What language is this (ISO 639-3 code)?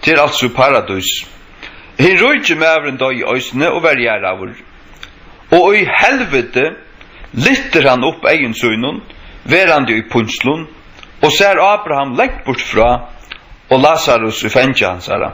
fao